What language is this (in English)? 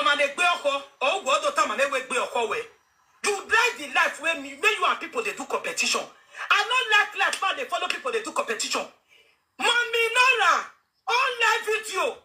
Nigerian Pidgin